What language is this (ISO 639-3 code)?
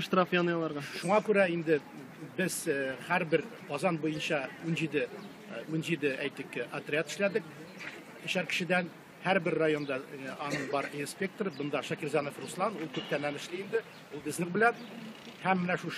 tat